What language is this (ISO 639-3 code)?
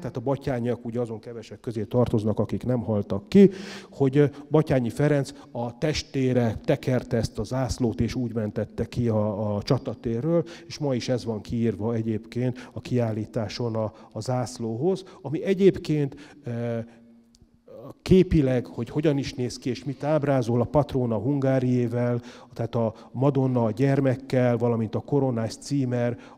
hun